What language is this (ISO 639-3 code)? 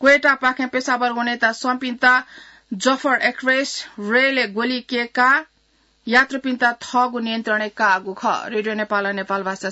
new